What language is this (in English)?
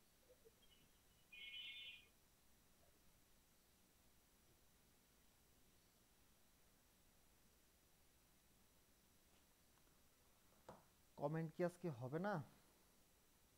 Bangla